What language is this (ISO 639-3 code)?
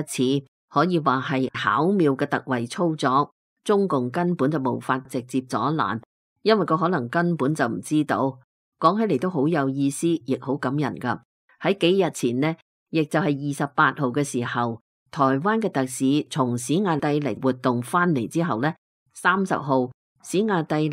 yue